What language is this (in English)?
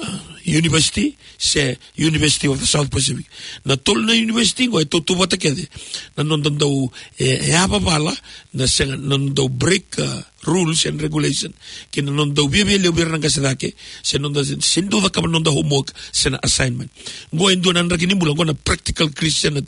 Fijian